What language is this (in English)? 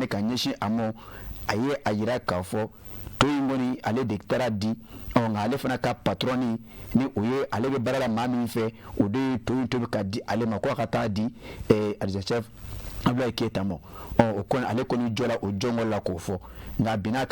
Bambara